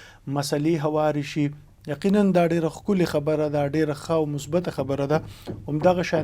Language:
Pashto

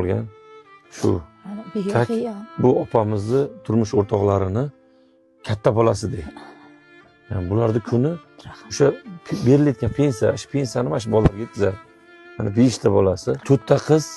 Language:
Uzbek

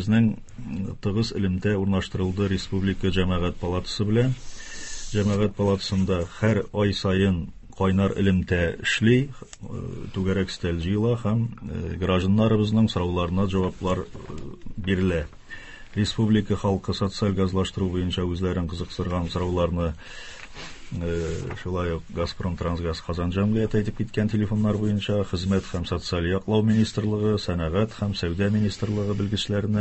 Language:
Tatar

